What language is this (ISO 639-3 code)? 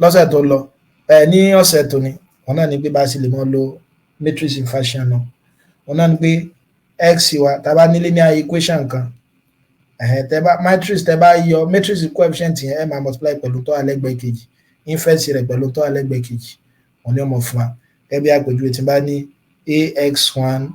yor